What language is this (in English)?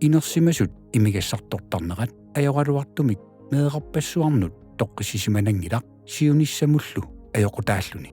Kalaallisut